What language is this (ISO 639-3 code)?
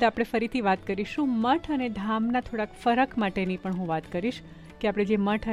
guj